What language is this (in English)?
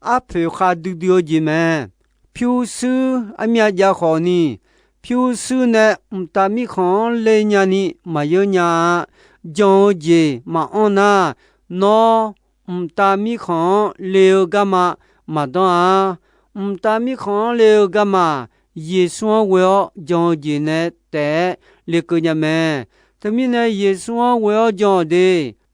Akha